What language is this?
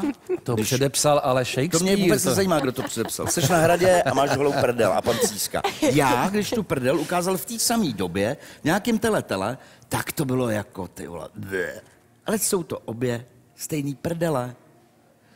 Czech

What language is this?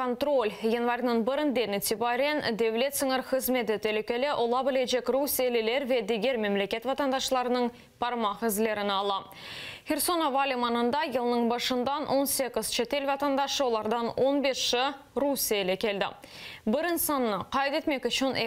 Crimean Tatar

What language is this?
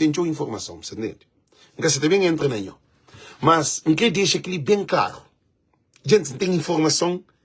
Kabuverdianu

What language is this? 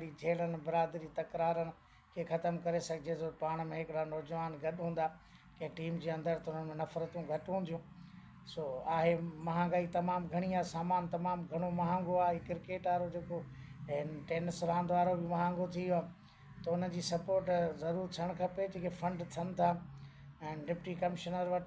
Sindhi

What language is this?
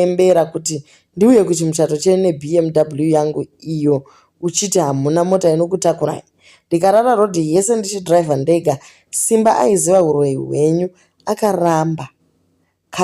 Shona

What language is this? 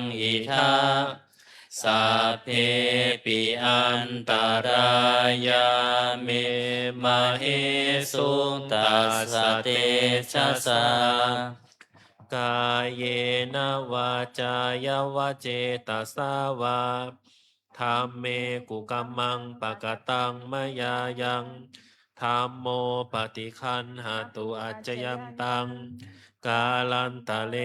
Pali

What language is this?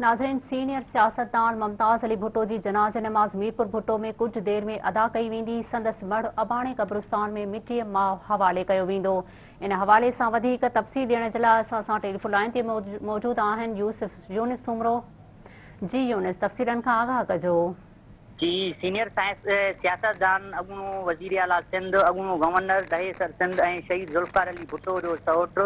Sindhi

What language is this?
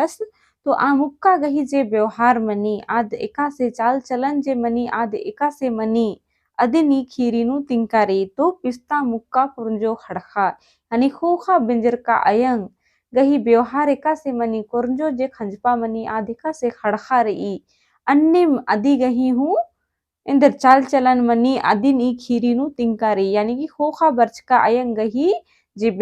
Kurukh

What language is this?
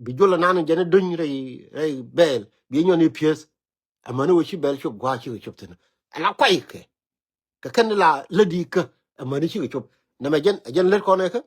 Nuer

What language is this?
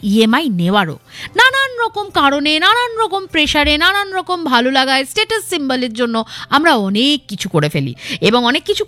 Bangla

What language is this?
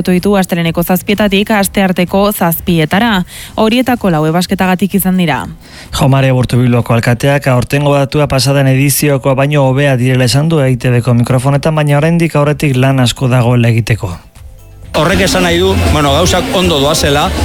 Basque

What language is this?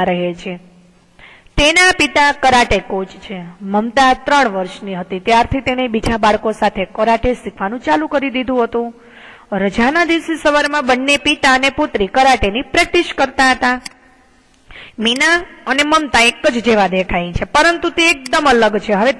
Gujarati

